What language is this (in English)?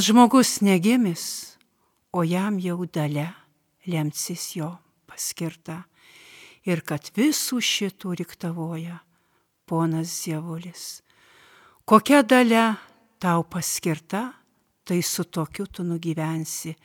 Lithuanian